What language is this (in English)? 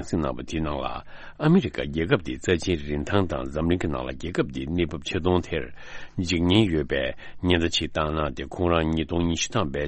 Tibetan